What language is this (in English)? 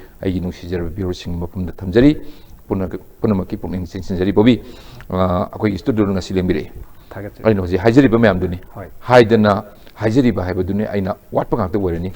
Manipuri